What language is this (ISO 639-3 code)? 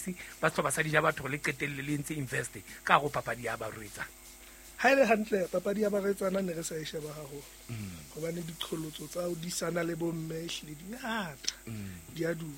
sot